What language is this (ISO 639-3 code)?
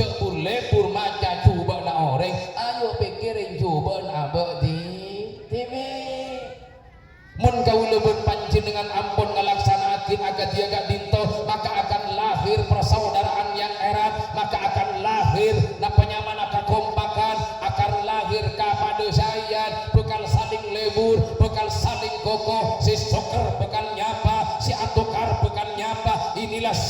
mad